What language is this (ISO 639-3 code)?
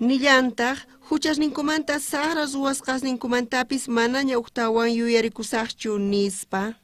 quh